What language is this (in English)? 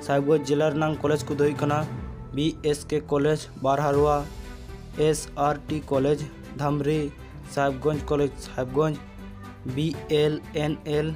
Santali